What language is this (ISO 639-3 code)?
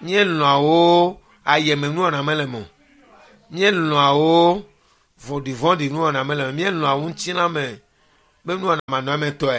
ewe